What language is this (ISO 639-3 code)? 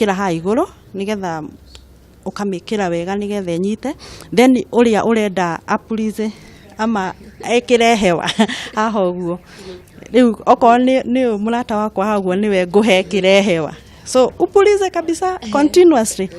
kik